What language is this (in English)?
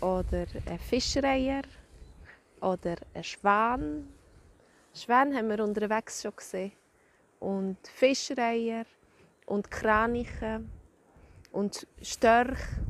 Swiss German